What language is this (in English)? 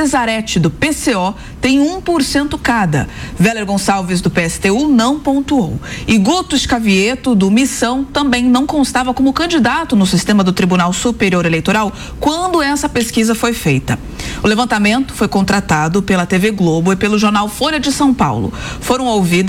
Portuguese